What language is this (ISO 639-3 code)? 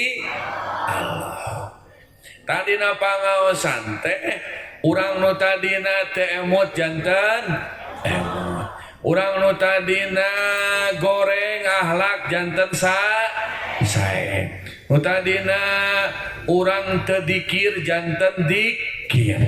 sun